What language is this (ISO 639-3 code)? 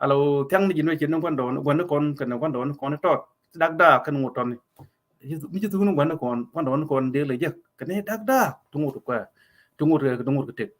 nus